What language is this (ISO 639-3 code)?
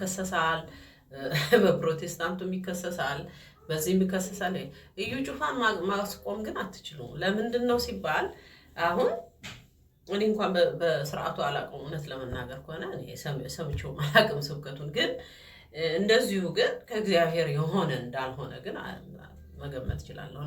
amh